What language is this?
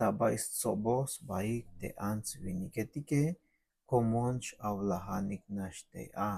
Tzeltal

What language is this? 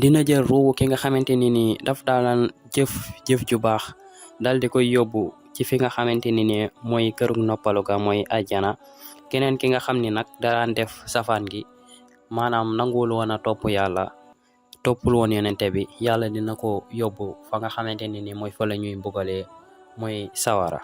Wolof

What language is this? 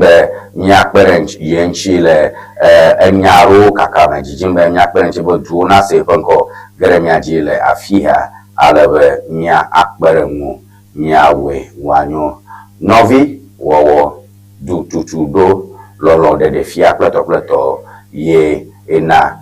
Ewe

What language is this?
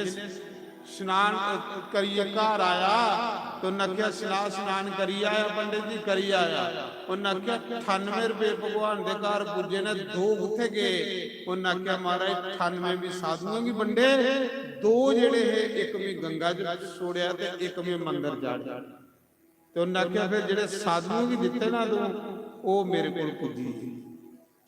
Dogri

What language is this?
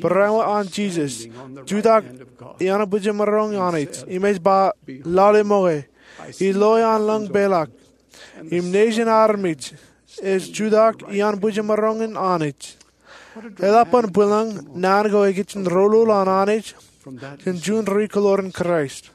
Marshallese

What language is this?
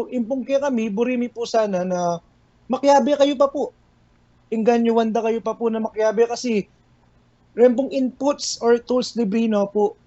Pampanga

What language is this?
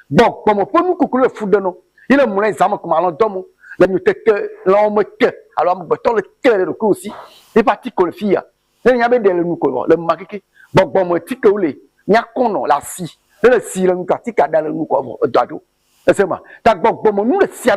Ewe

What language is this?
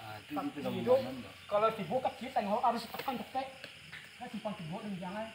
Minangkabau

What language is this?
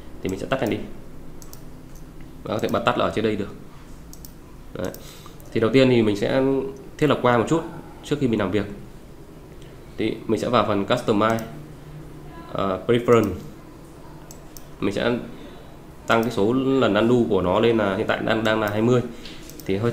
Vietnamese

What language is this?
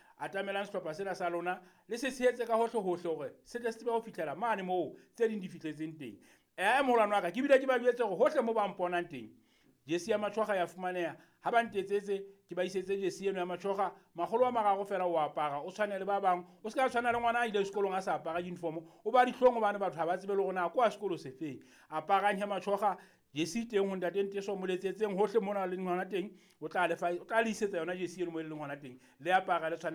Southern Sotho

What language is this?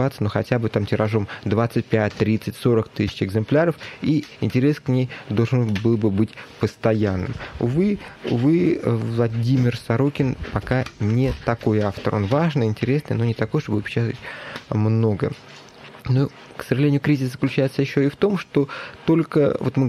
Russian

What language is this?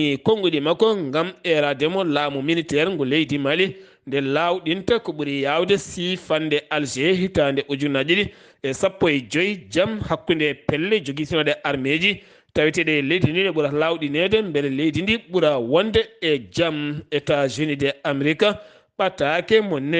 Fula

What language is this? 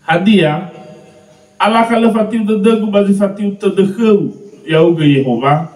Nias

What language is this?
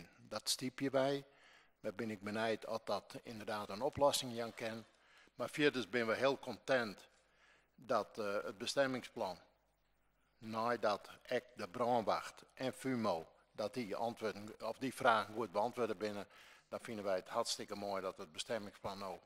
Western Frisian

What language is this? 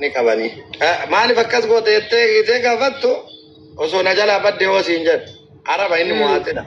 Oromo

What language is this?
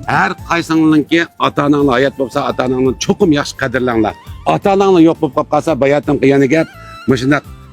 Uyghur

